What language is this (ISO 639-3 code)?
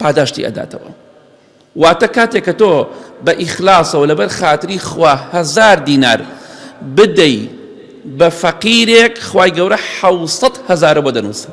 ckb